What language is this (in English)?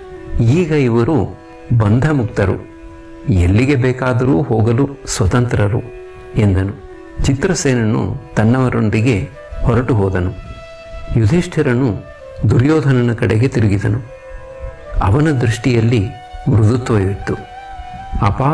Kannada